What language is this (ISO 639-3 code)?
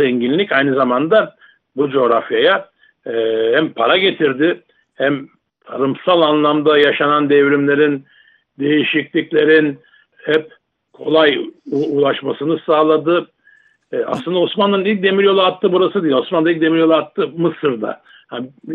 tur